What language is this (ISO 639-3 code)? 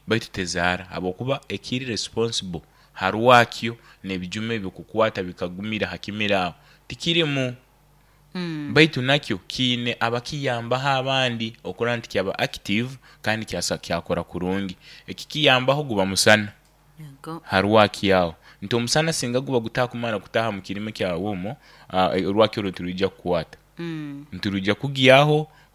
nyo